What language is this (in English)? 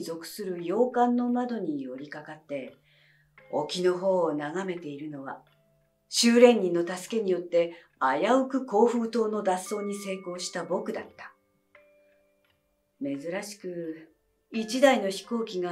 Japanese